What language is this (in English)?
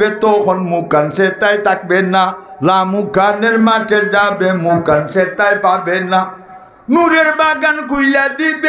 Sylheti